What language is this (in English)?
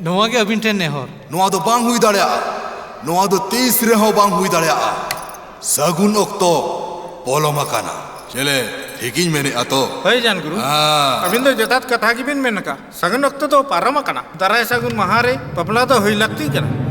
Santali